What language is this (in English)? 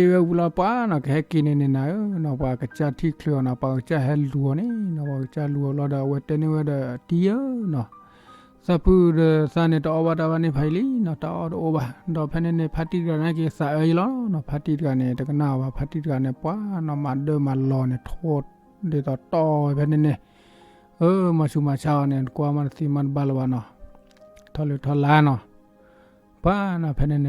S'gaw Karen